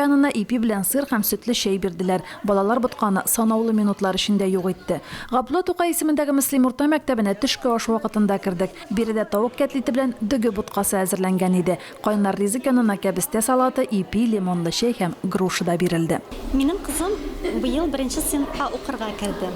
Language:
Tatar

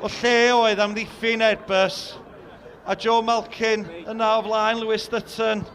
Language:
Welsh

